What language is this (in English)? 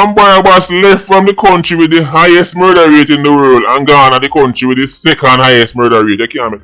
Jamaican Creole English